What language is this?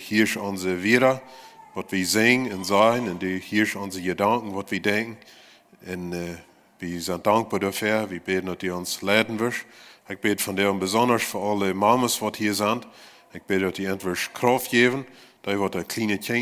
Plautdietsch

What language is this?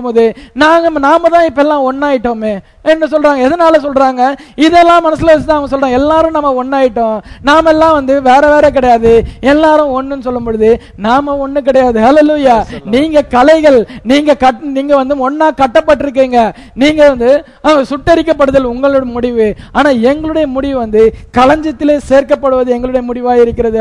Tamil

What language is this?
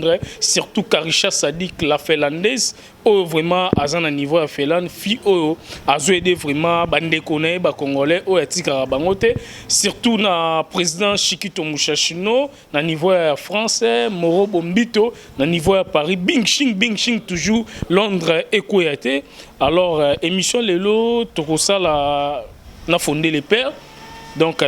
Lingala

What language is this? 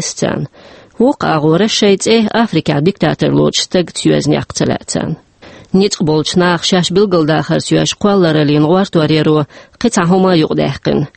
Chechen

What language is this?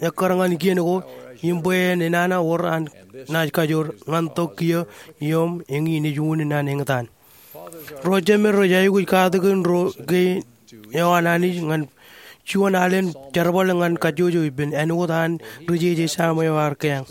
Marshallese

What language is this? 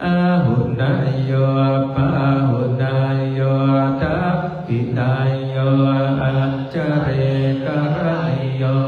Pali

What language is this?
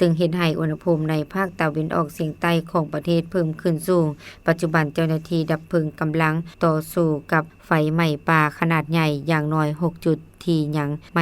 Lao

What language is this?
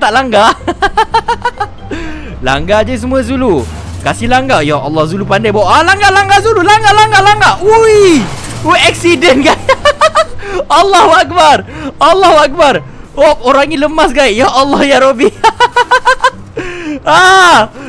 Malay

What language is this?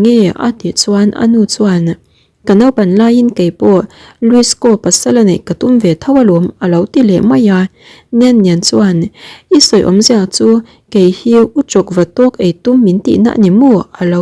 Mizo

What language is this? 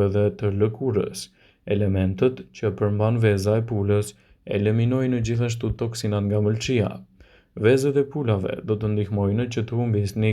Albanian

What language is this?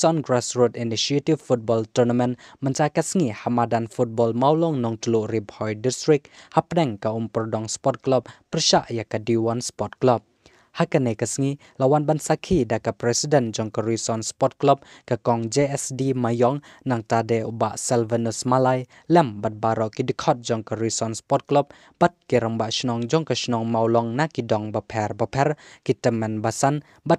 Khasi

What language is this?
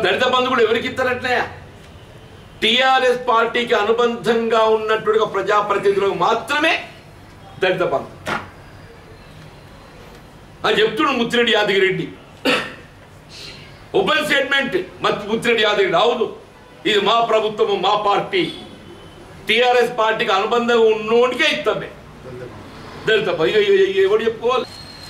Telugu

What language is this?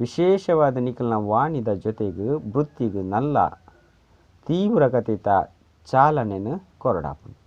Tulu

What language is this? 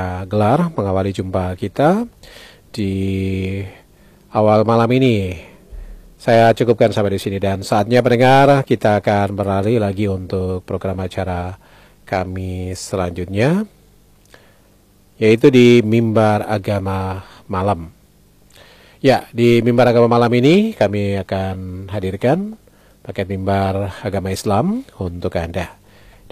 Indonesian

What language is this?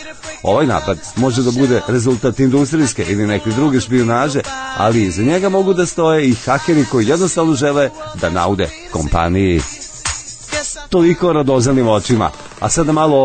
Serbian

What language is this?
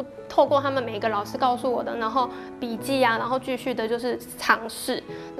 Chinese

